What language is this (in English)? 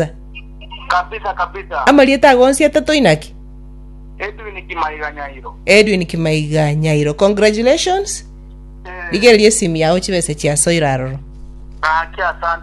Gusii